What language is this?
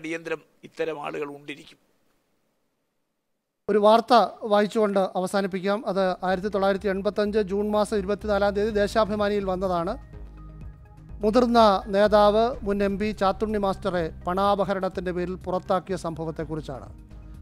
Malayalam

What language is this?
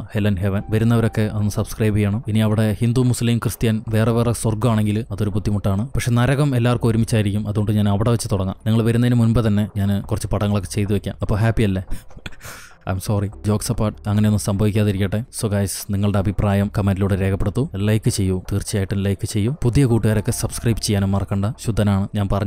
Malayalam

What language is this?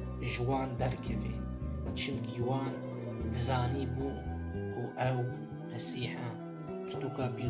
Kurdish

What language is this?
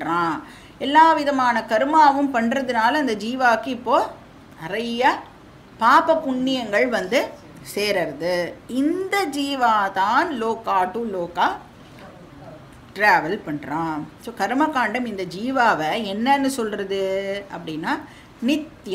Tamil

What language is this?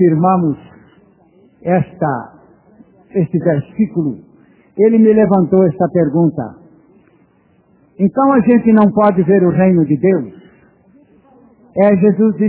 Portuguese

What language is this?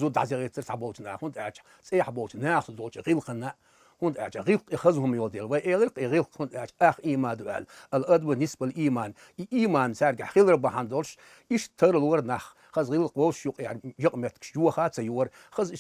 Chechen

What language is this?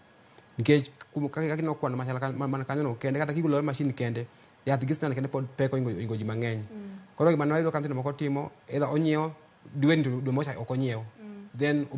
Luo (Kenya and Tanzania)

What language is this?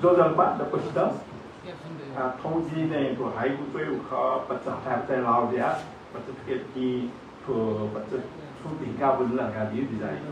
Newari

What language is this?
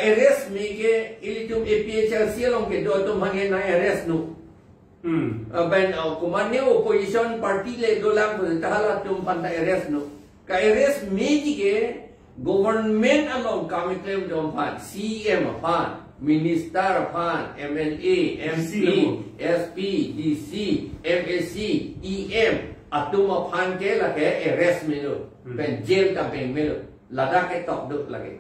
Karbi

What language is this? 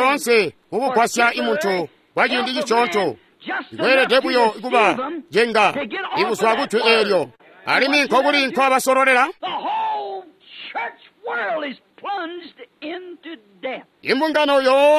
Tonga (Zambia)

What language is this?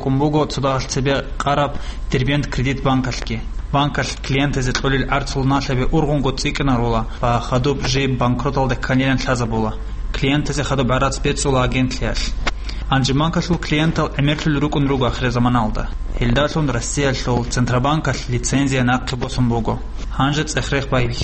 Avaric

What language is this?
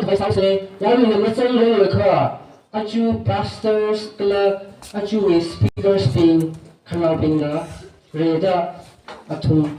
Tangkhul Naga (India)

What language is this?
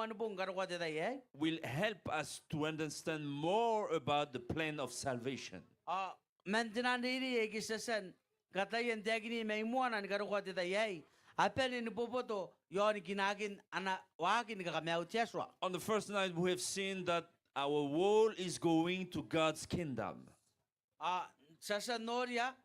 Gilbertese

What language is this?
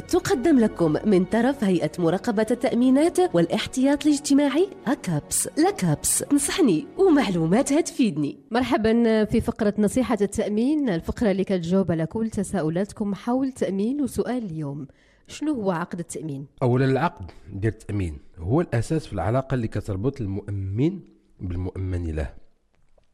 Moroccan Arabic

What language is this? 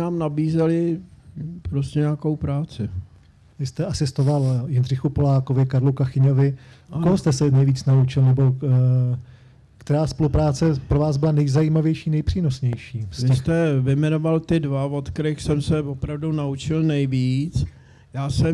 Czech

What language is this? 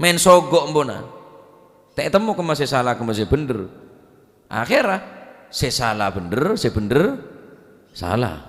Madurese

